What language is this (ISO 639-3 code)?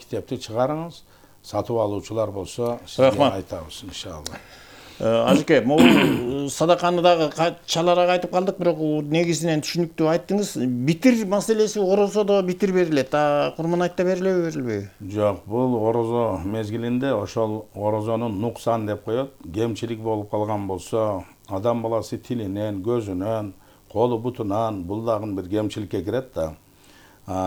kir